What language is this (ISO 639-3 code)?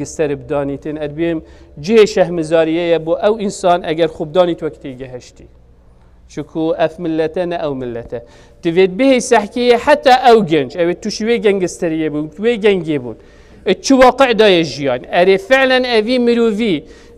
kur